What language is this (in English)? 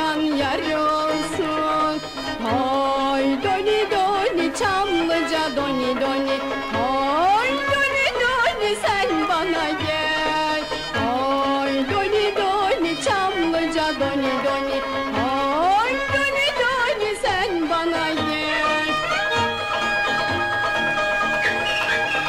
Turkish